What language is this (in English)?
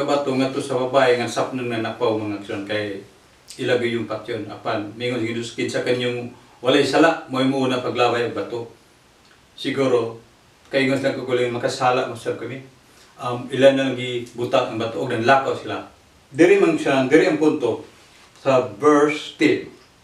Cebuano